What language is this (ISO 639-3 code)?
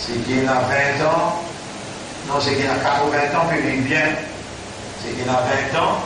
mfe